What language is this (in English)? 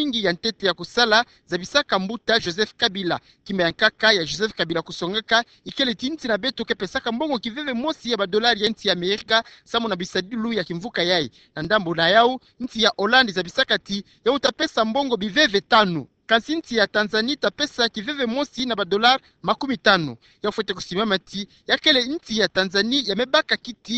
Kituba (Democratic Republic of Congo)